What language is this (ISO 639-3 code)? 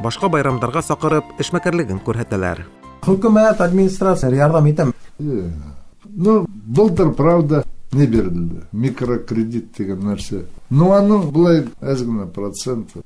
bak